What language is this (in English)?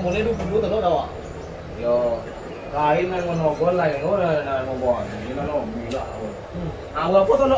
Minangkabau